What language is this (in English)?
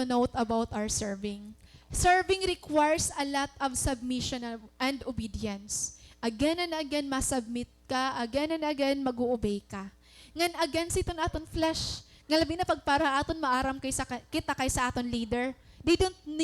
Waray